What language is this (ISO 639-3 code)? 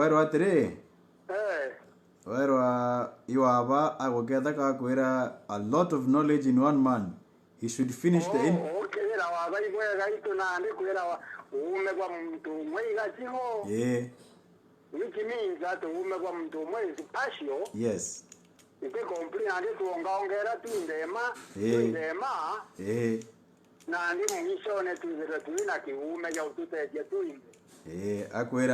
mer